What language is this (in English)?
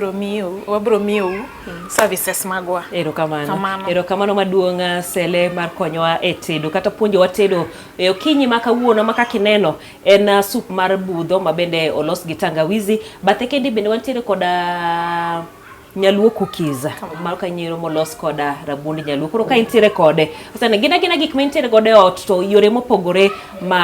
Luo (Kenya and Tanzania)